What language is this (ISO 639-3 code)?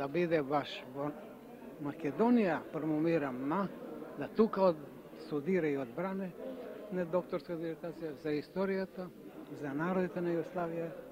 mkd